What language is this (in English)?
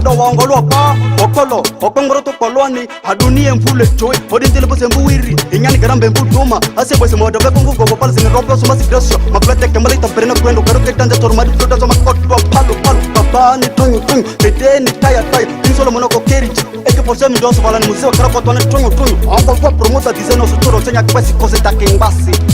Ma'di